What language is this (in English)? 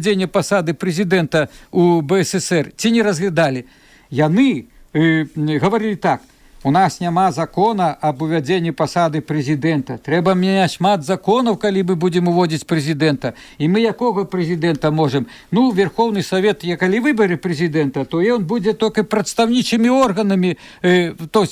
Belarusian